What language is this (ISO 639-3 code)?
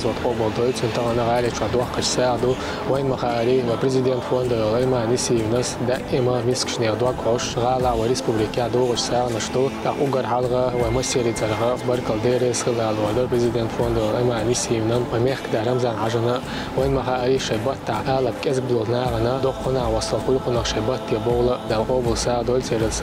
che